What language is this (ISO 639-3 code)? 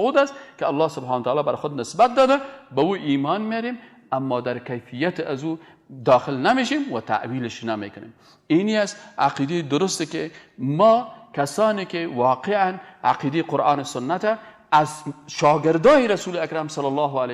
fas